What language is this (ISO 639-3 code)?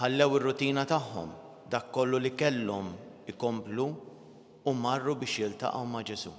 mlt